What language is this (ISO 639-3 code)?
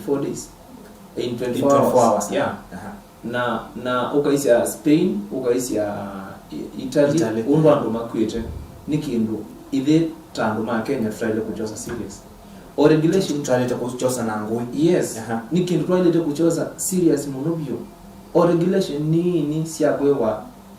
kam